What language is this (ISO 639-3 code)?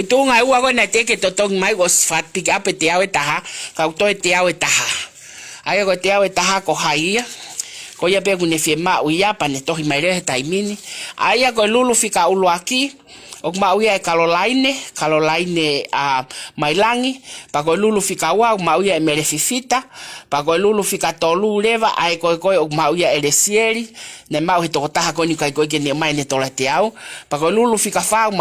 ton